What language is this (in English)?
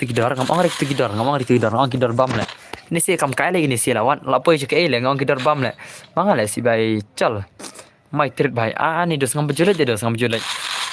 Khasi